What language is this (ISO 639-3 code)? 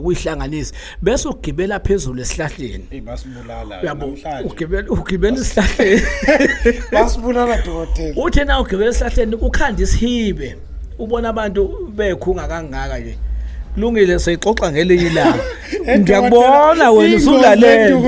zul